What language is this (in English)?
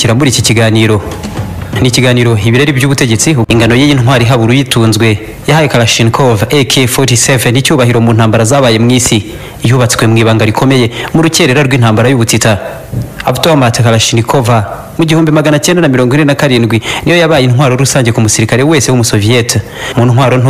Kinyarwanda